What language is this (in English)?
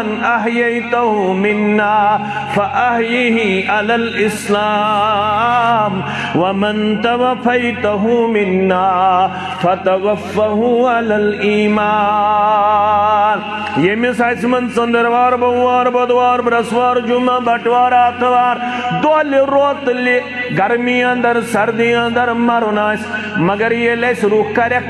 Kashmiri